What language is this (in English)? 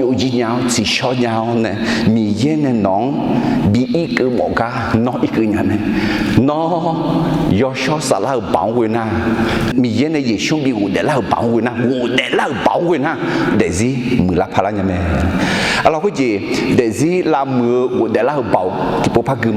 Akha